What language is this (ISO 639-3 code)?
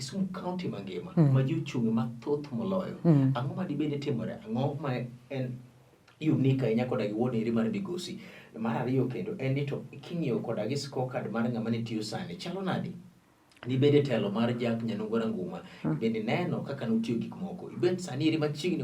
luo